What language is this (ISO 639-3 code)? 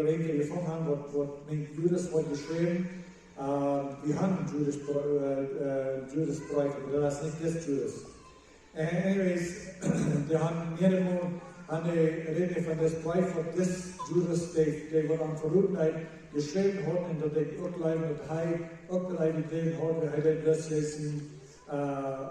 pdt